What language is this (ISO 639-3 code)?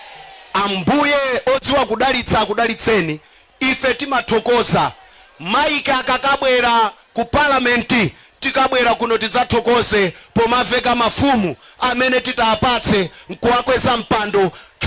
nya